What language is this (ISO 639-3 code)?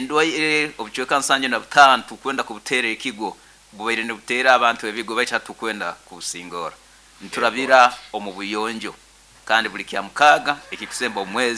nyn